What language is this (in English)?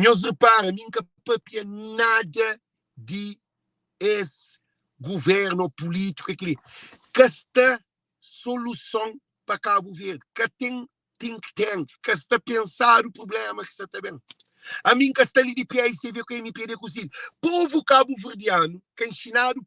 Kabuverdianu